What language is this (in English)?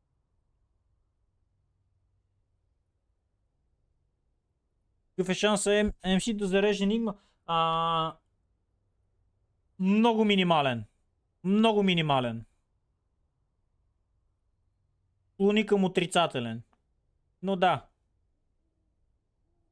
Bulgarian